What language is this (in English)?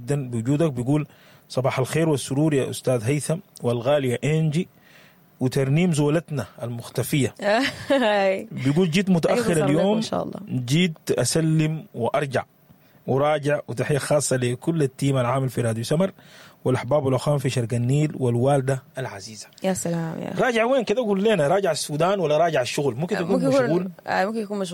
Sudanese Arabic